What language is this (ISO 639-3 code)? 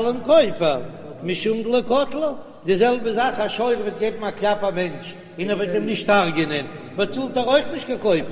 yid